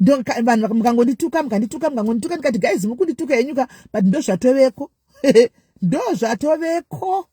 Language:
Shona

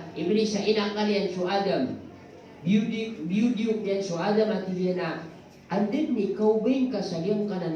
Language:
Maranao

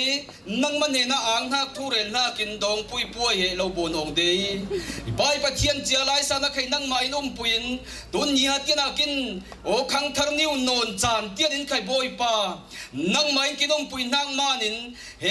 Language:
Falam Chin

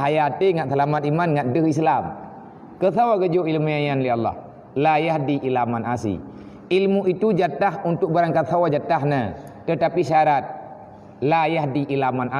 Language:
Achinese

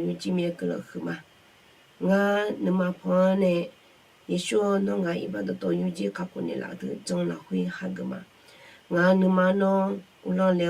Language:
Akha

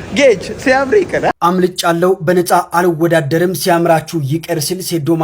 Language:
Amharic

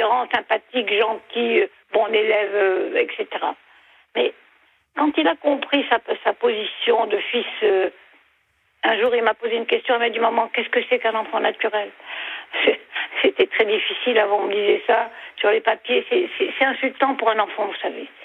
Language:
French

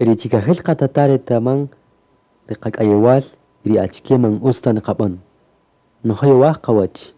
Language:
Kaqchikel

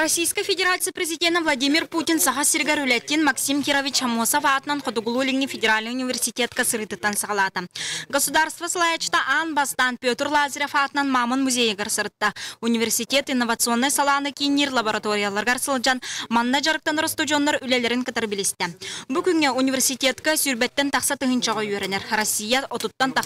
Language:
Yakut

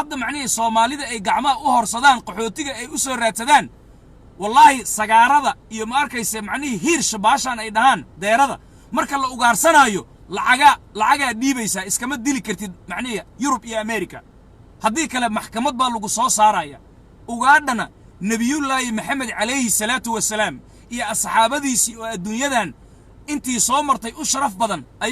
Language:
Somali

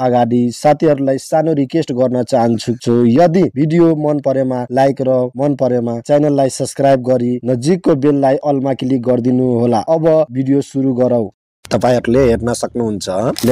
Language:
Nepali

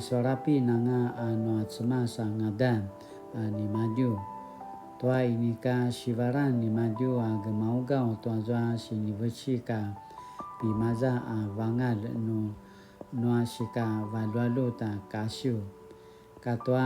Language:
Paiwan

